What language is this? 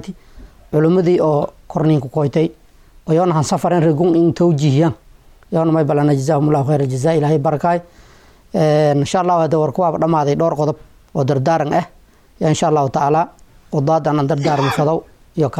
Somali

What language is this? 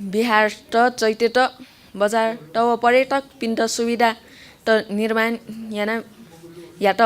Newari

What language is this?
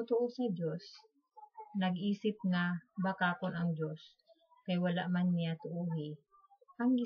Cebuano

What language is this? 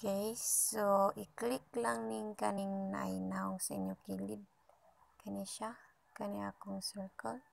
Cebuano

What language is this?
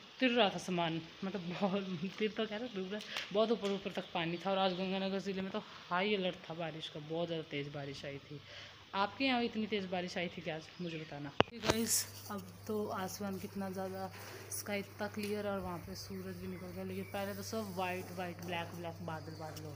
Hindi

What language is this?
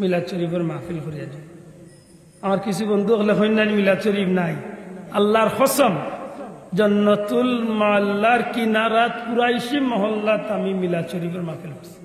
Sylheti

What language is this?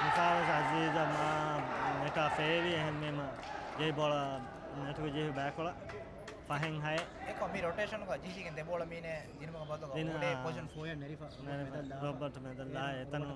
Divehi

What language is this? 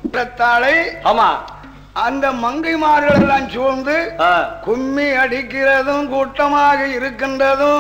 Tamil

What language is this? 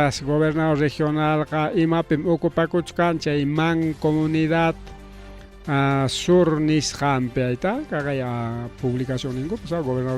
Ayacucho Quechua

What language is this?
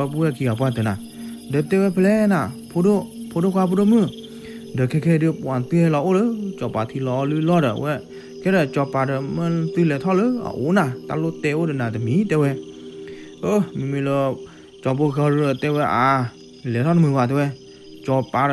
S'gaw Karen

